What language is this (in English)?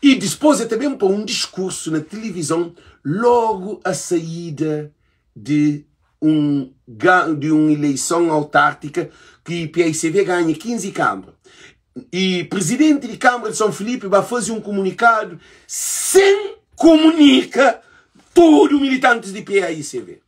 Kabuverdianu